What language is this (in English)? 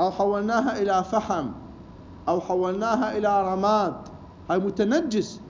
Mesopotamian Arabic